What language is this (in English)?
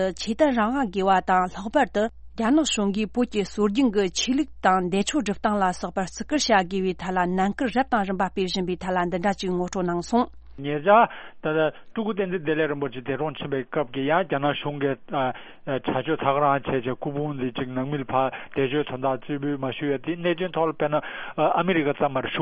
Tibetan